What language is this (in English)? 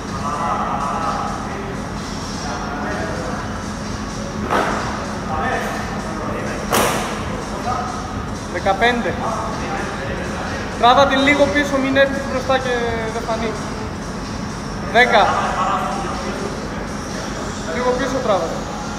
Greek